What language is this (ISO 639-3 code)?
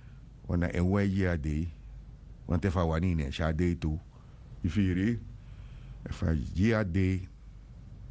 srn